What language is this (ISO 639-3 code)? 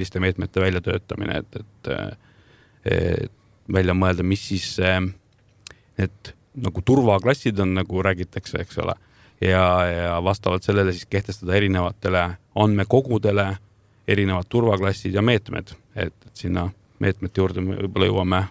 est